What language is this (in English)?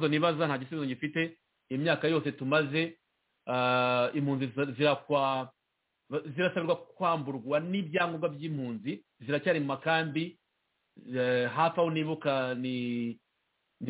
Kinyarwanda